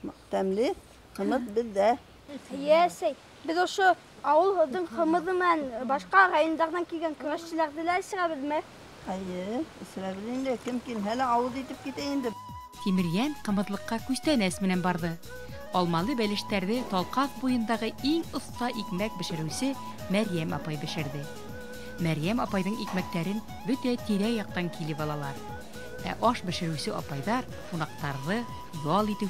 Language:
Bashkir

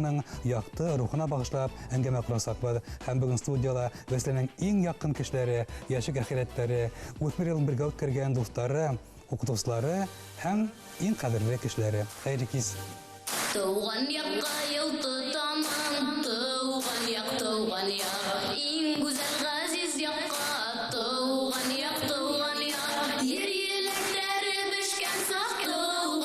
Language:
Bashkir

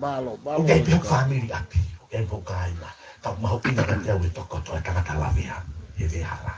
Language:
Tongan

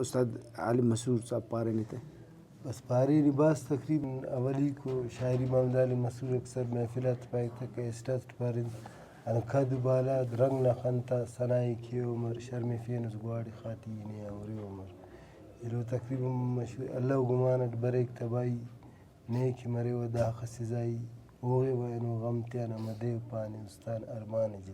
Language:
Brahui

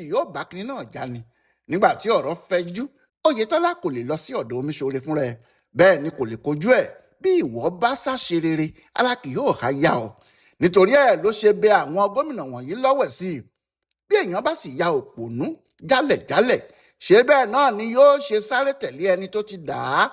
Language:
Yoruba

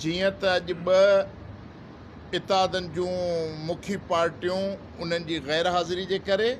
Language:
Sindhi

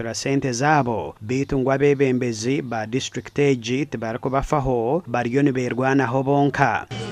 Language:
Nyankole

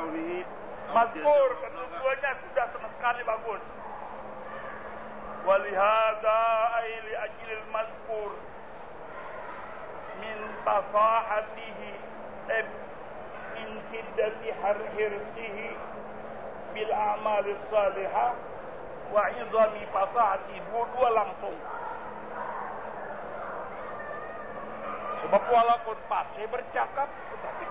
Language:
Malay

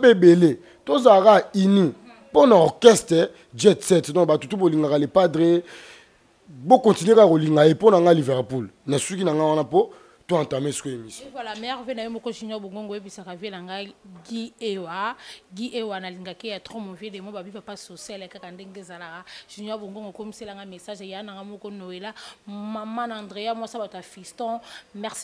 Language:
Lingala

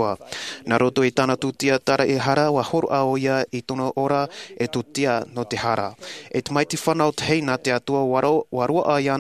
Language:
Tahitian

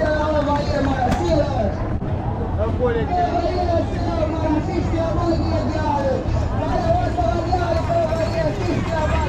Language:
Jamaican Creole English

